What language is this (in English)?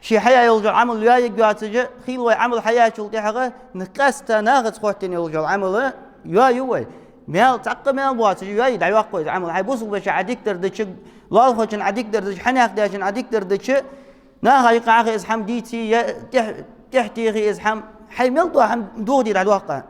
Ingush